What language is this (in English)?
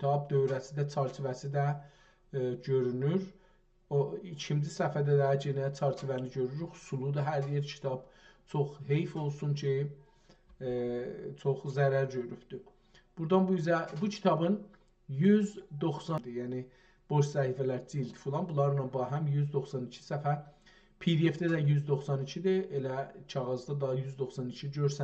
South Azerbaijani